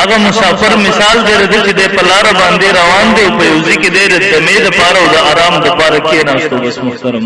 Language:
Pashto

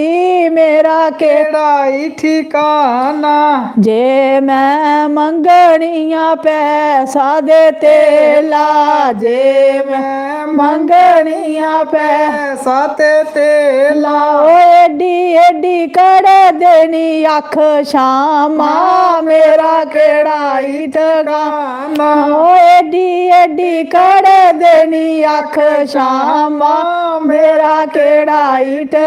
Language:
Dogri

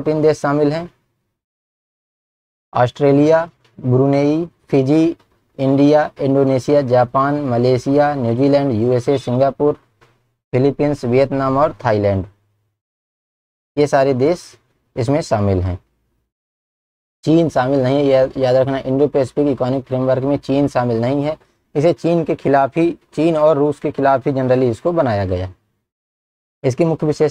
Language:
Hindi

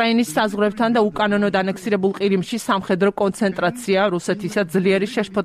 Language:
Georgian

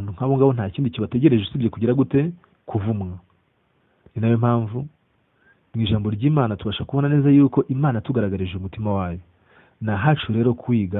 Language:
Kinyarwanda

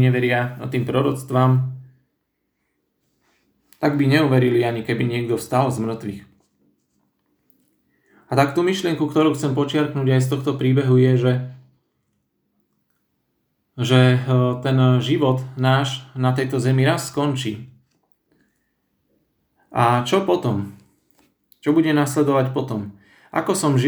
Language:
Slovak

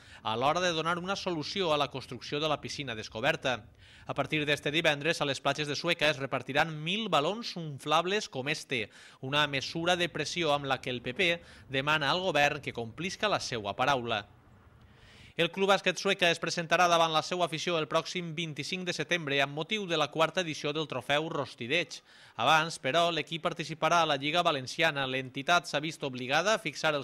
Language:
Catalan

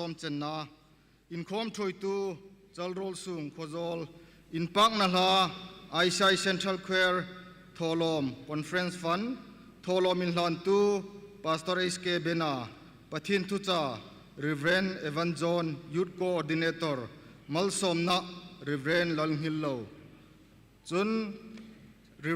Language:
Hmar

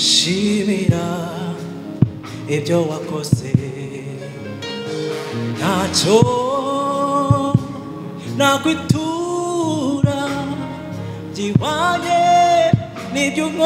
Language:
Kinyarwanda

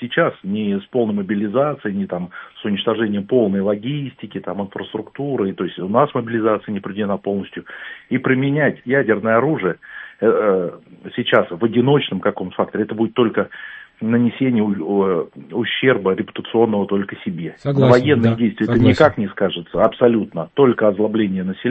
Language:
Russian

